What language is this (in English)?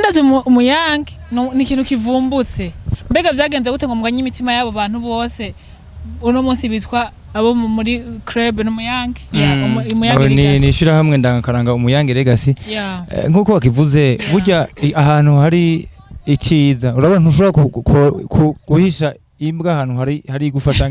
Rundi